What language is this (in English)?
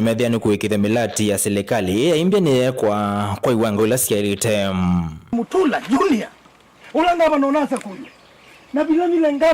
Kamba